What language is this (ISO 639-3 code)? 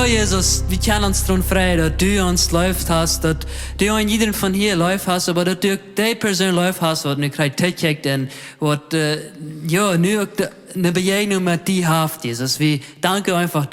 pdt